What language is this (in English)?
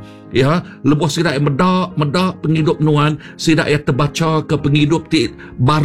Iban